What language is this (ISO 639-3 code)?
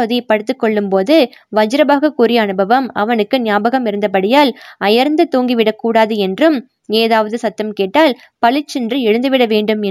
tam